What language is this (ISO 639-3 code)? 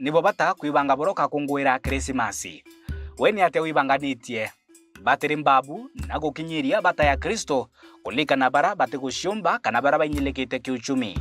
mer